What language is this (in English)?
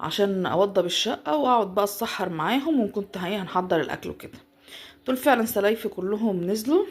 Egyptian Arabic